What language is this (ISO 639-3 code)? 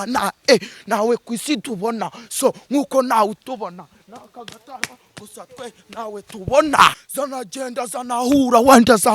kin